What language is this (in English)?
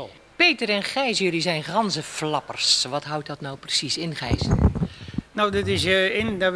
Dutch